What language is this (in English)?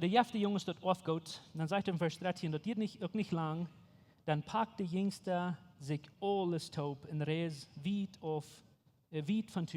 Plautdietsch